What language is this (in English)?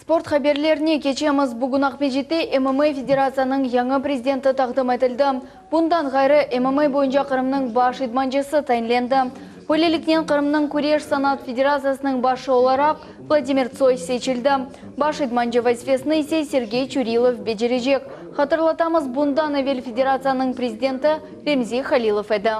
Crimean Tatar